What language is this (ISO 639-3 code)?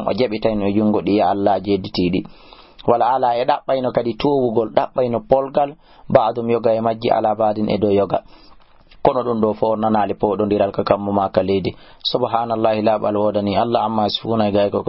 ful